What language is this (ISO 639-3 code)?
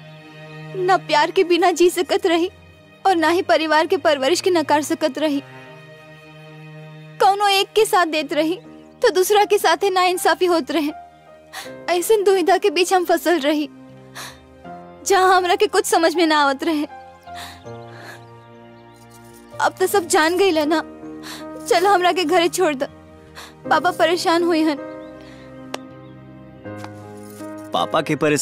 bho